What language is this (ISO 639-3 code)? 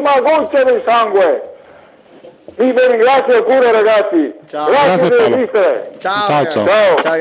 ita